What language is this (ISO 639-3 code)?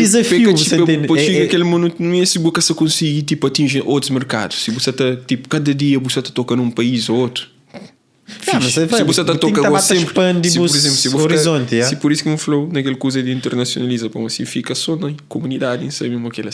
kea